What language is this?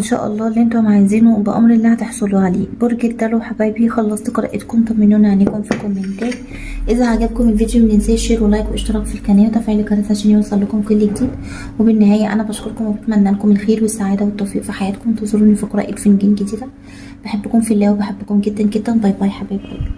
Egyptian Arabic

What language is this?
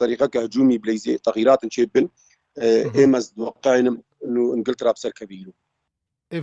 Kurdish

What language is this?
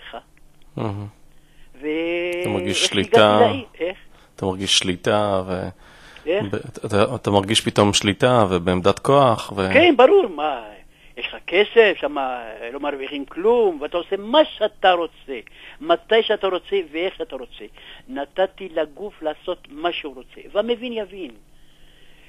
Hebrew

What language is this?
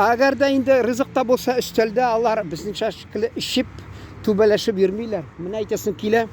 Tatar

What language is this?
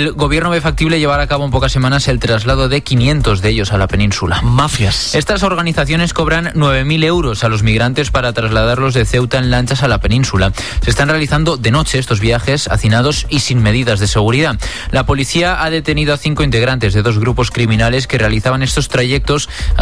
Spanish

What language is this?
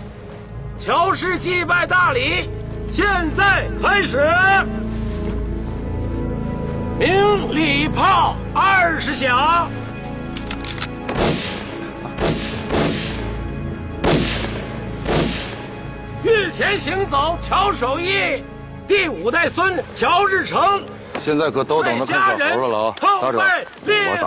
Chinese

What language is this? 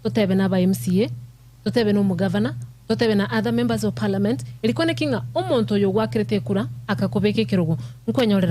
Gusii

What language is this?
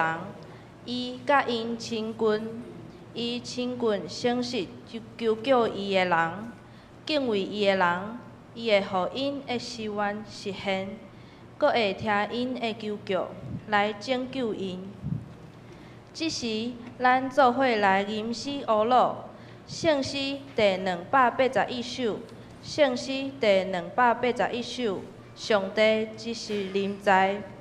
Min Nan Chinese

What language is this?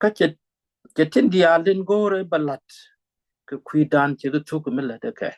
Nuer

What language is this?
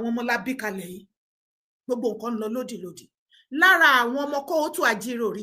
Yoruba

